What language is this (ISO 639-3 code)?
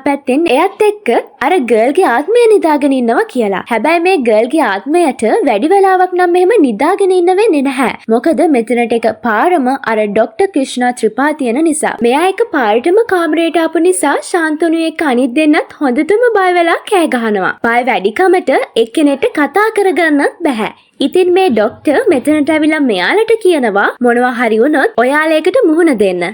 sin